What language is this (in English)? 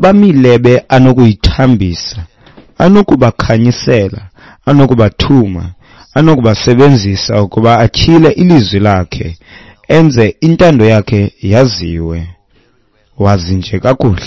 Xhosa